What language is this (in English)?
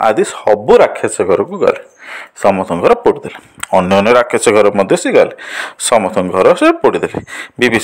Odia